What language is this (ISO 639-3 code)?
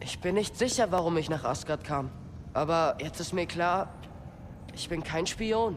bar